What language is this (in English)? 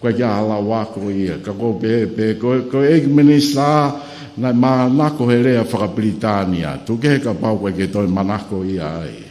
Tongan